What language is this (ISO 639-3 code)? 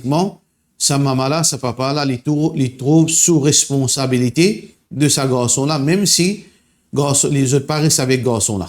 mfe